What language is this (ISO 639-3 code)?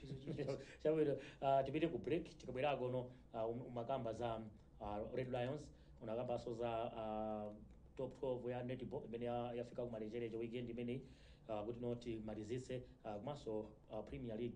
nya